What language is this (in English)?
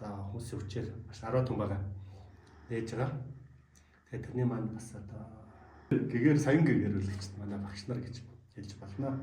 Mongolian